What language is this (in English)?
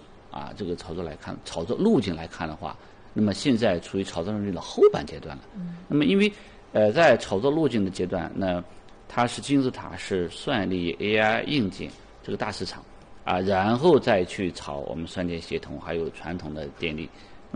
Chinese